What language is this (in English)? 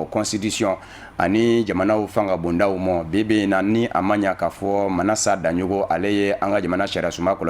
Bambara